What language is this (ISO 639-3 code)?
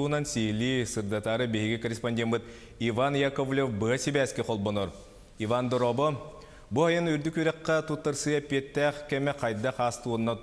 sah